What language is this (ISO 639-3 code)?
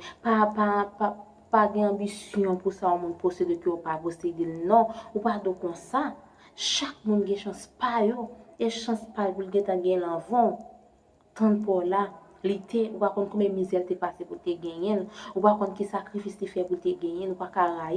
hat